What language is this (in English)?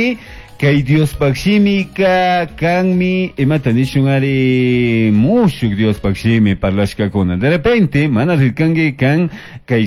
Chimborazo Highland Quichua